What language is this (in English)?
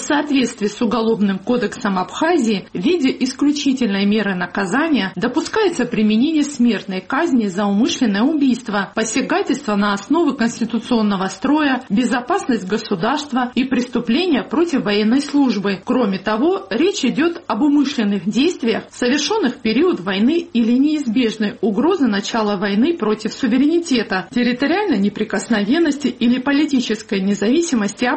Russian